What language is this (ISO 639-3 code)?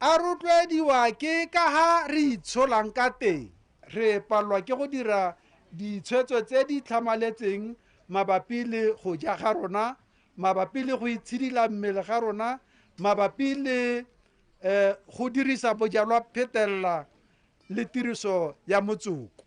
tsn